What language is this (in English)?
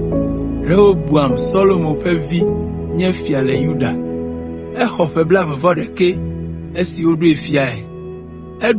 Ewe